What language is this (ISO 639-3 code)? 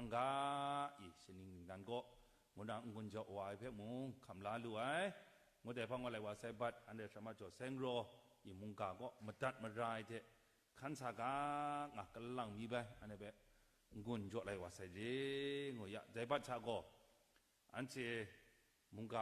kac